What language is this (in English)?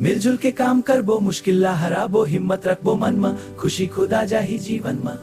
Chhattisgarhi